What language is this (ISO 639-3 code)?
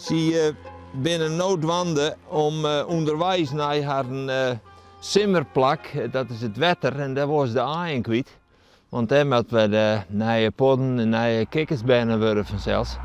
fry